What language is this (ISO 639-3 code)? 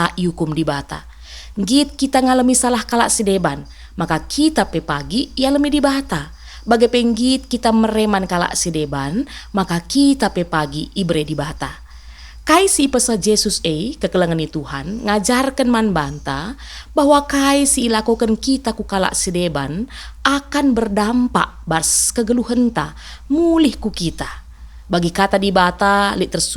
btx